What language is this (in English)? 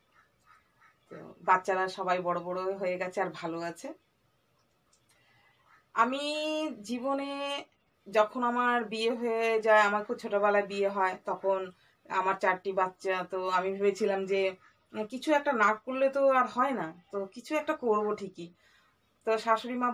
Bangla